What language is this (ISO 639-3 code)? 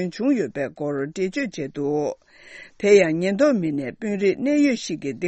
bod